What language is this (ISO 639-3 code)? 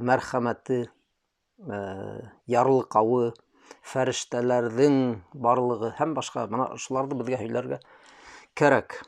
bak